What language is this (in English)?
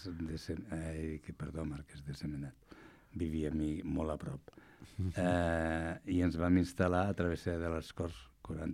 Catalan